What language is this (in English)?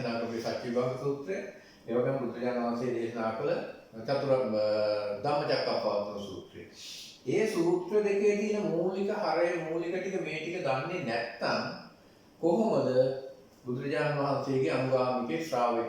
Sinhala